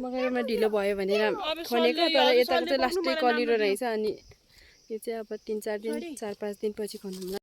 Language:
Nepali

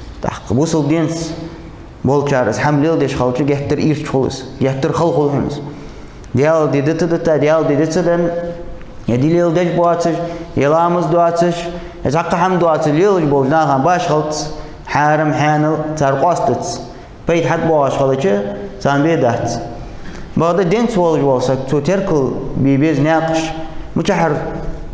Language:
Ingush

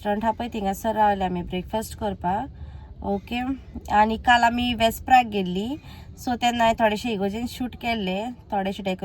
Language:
Konkani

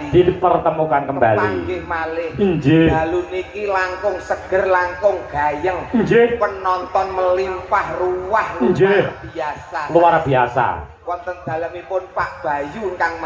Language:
Javanese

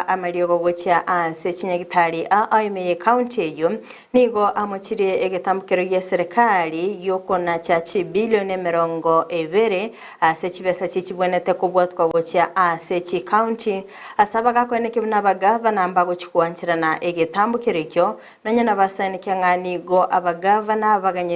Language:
Gusii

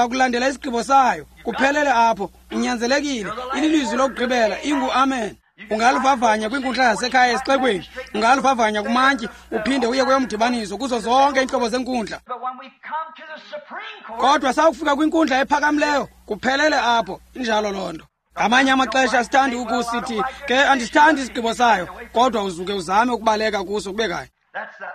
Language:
Xhosa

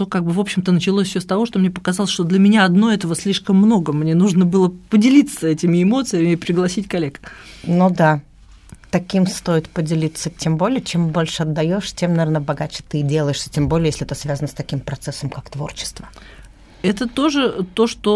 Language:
Russian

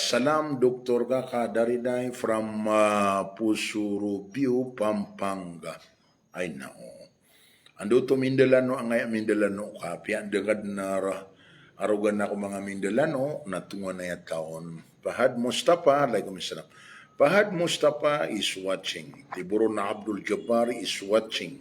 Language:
Maranao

